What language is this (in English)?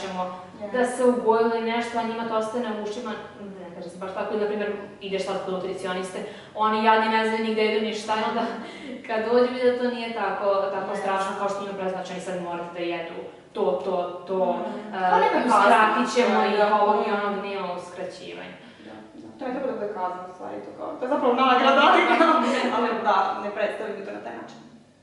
Serbian